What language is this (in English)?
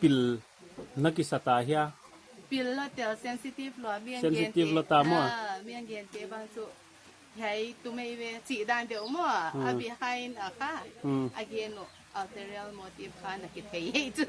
Paite Chin